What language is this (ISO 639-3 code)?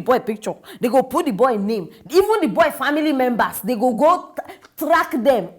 pcm